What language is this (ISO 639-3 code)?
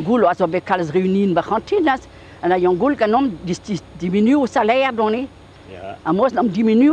bre